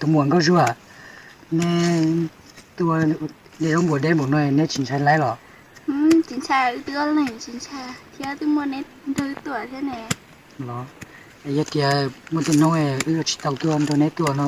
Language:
Hmong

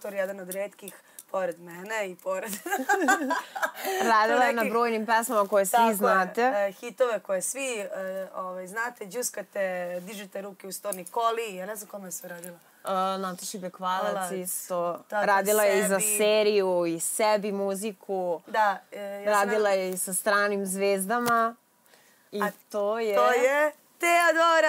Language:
Serbian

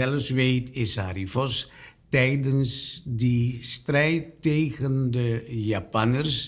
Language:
Dutch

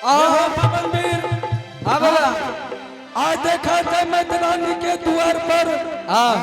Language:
Angika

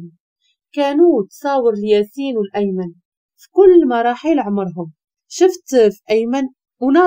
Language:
Moroccan Arabic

